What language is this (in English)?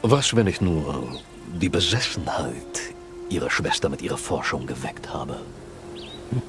Bavarian